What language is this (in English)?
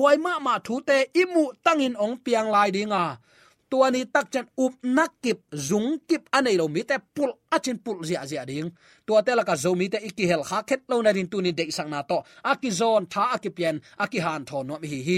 Tedim Chin